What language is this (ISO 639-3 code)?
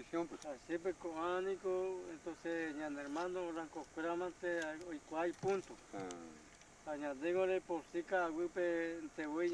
grn